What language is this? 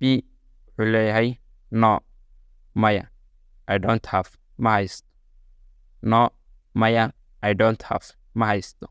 Somali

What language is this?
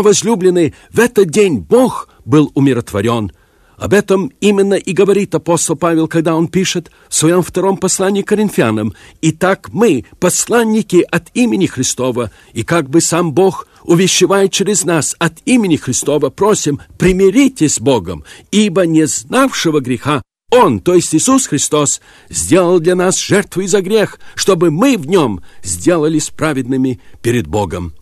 Russian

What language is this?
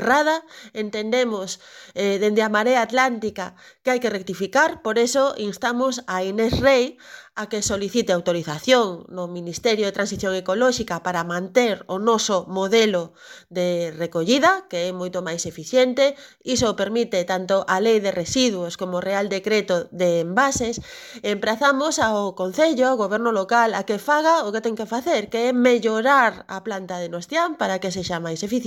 Galician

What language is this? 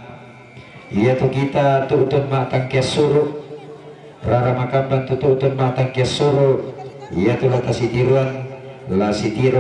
Toraja-Sa'dan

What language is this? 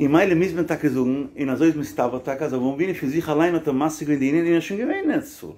Yiddish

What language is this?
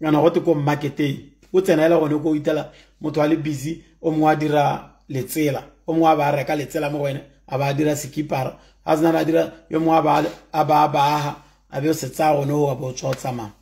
Tswana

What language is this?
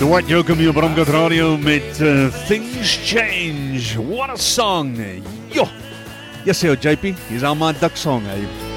Afrikaans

